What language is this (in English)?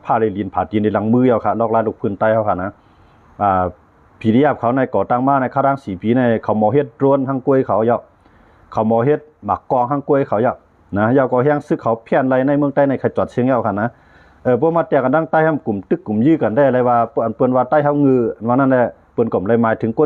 Shan